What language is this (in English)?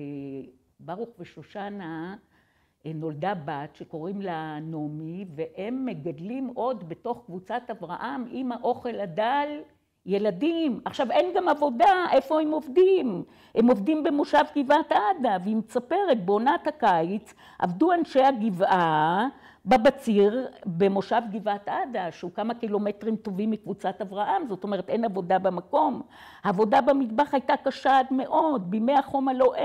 Hebrew